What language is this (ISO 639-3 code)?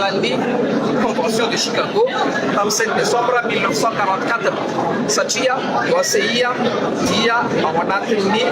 mlg